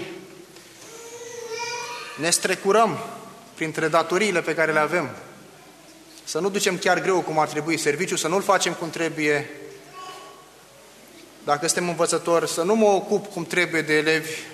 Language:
Romanian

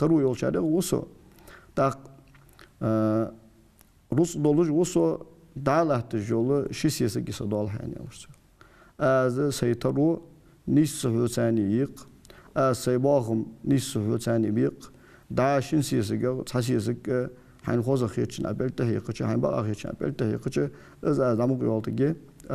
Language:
Ingush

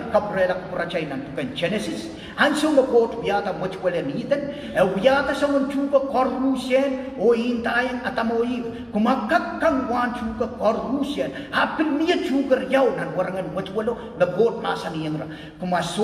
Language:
Pohnpeian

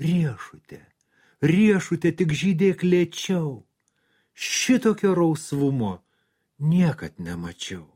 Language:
Lithuanian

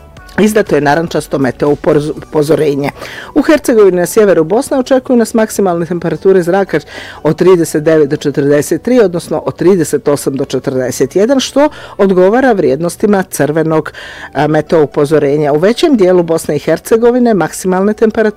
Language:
Bosnian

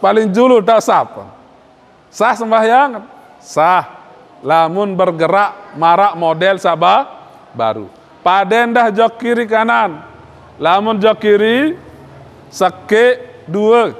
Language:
Sasak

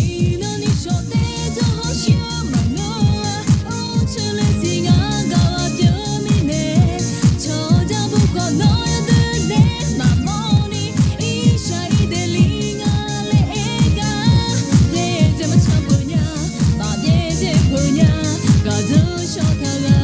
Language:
Akha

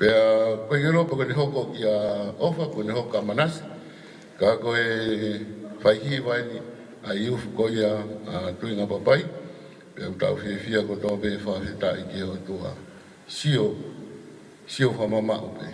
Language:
Tongan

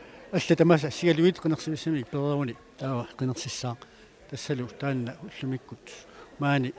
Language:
Kalaallisut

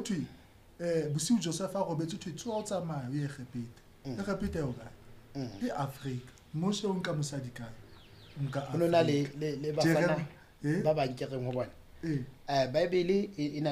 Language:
Southern Sotho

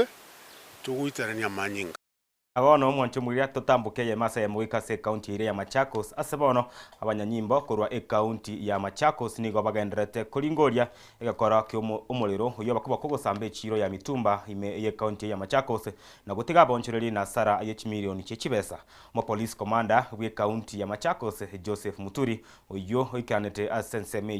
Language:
Gusii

